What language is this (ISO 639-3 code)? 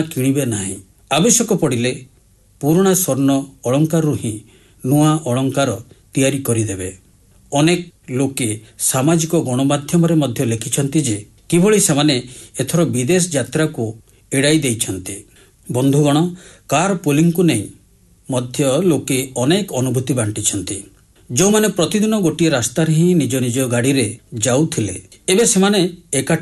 ori